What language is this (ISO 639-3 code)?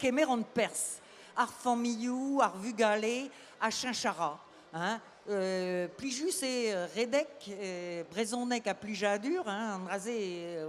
bre